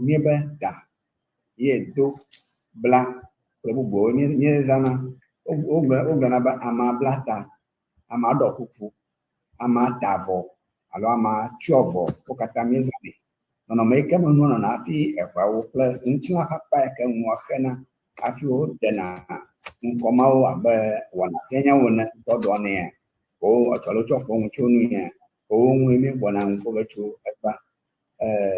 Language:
Ewe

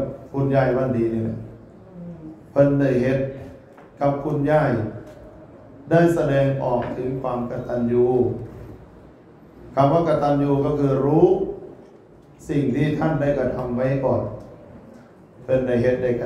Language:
Thai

